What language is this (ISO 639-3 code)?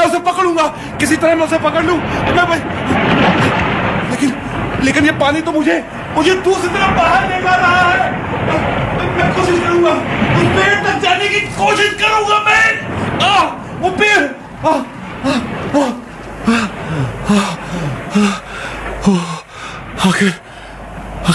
hin